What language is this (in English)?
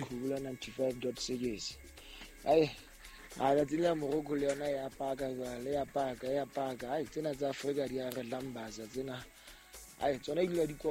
Southern Sotho